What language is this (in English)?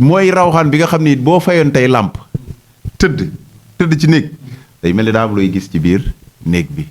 Wolof